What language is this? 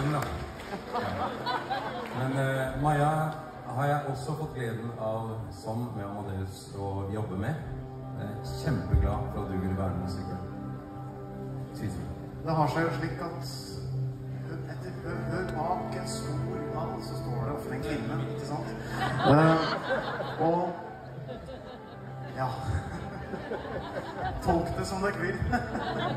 Norwegian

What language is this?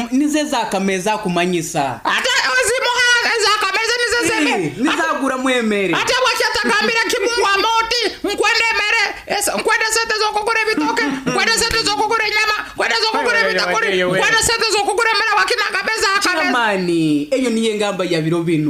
Nyoro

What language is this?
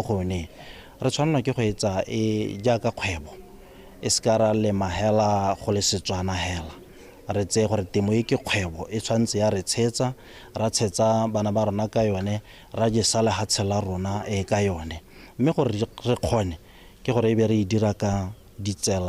Tswana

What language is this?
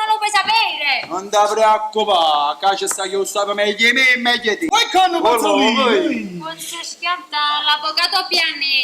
Neapolitan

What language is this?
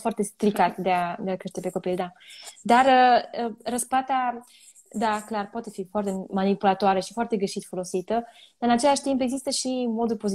Romanian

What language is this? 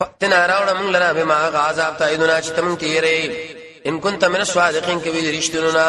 Pashto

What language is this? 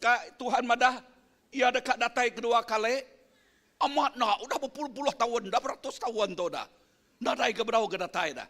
Iban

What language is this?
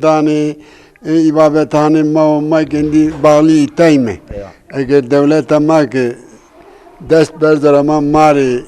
Zaza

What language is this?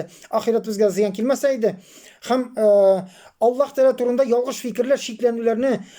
Tatar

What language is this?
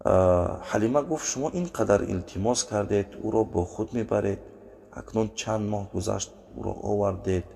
Tajik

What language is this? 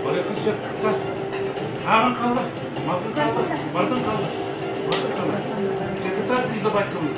Yakut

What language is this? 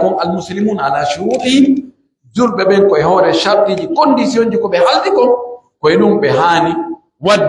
Pular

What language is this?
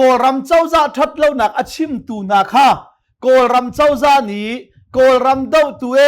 Hakha Chin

